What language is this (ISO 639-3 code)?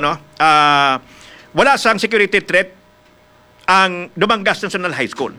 hil